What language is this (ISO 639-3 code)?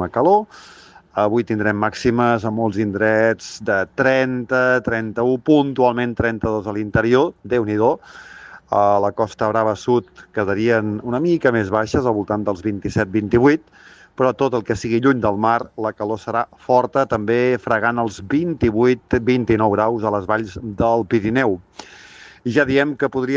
cat